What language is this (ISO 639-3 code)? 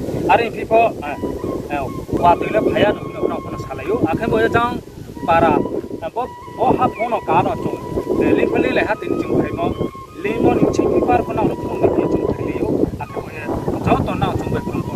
ria